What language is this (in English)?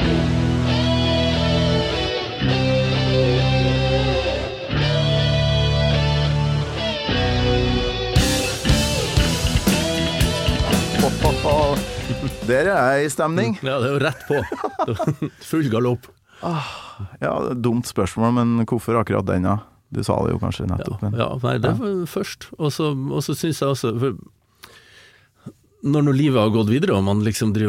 Norwegian